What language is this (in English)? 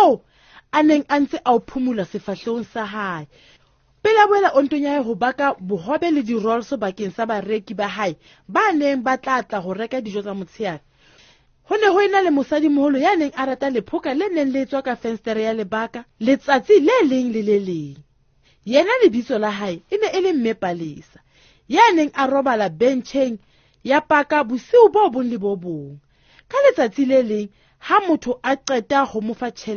Southern Sotho